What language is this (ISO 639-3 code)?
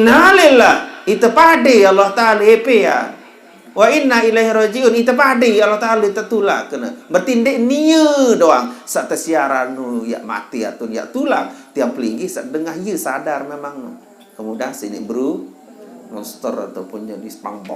sas